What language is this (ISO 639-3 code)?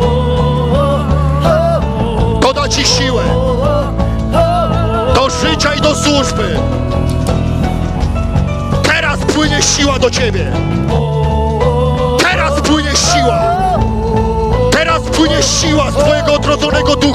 pol